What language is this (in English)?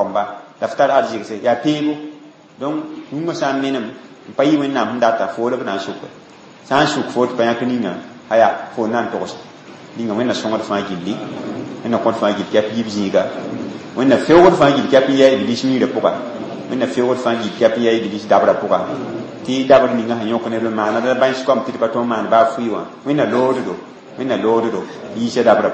Mossi